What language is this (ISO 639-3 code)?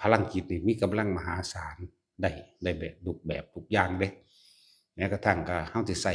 tts